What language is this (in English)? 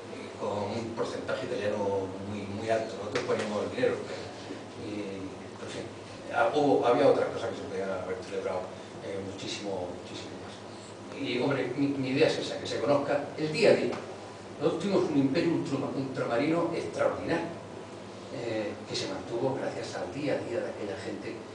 Spanish